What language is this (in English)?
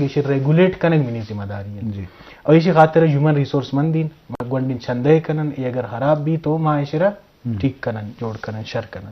Eastern Balochi